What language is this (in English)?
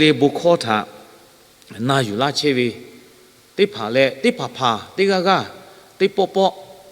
Lahu